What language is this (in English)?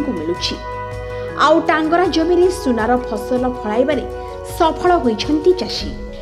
Odia